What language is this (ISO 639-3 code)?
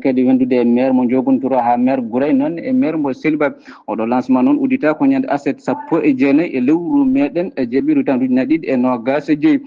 ful